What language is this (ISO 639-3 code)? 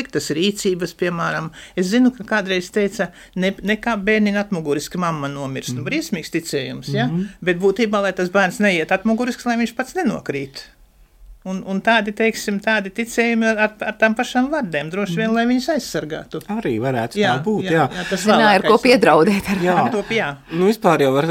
lav